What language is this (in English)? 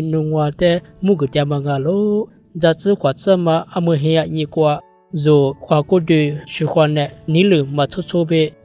Lisu